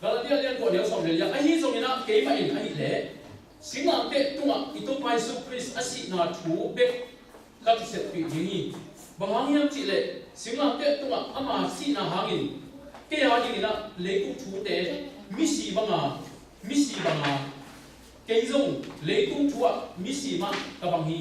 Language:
Tedim Chin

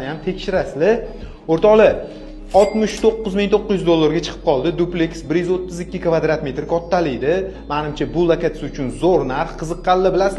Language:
Uzbek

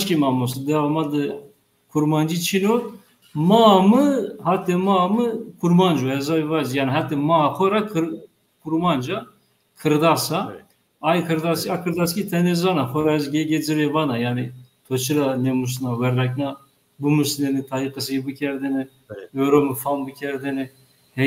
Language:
Zaza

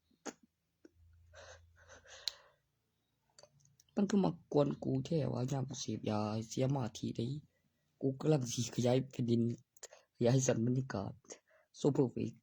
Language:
Northeastern Thai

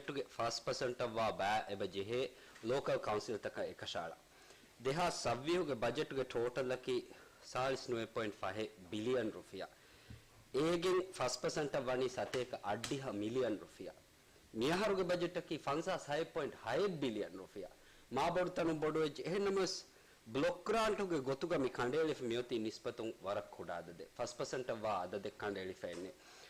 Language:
Divehi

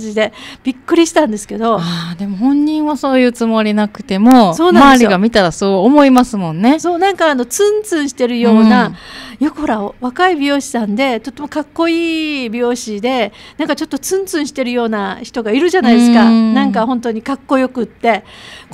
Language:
Japanese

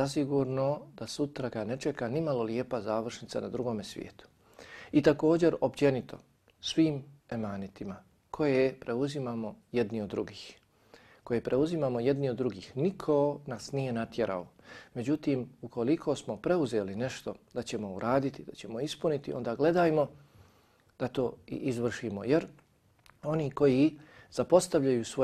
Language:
Bosnian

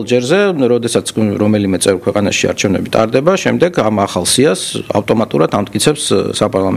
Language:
Georgian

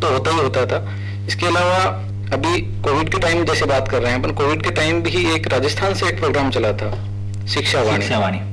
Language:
Hindi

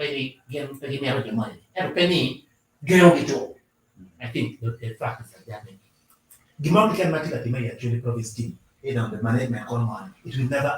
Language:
Acoli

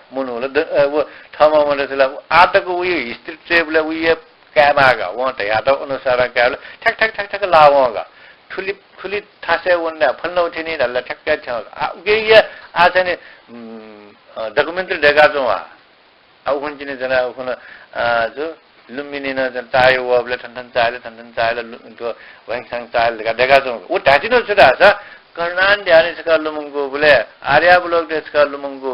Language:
Newari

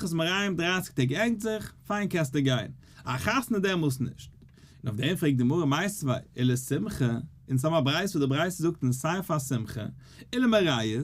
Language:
Yiddish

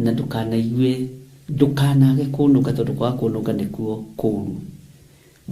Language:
Kikuyu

